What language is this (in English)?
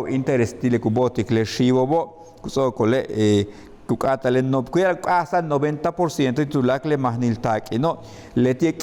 Yucateco